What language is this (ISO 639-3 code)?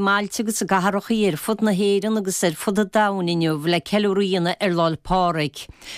gle